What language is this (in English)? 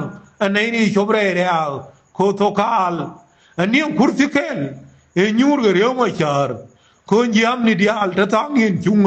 Nuer